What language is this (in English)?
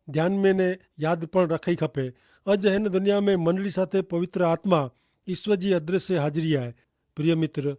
Kachhi